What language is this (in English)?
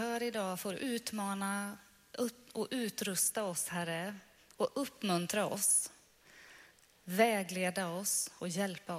Swedish